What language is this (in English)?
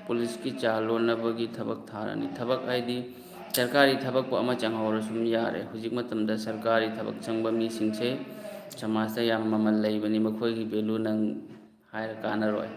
Manipuri